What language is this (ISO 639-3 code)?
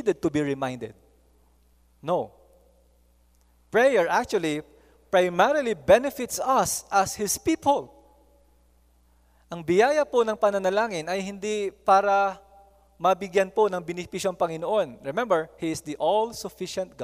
fil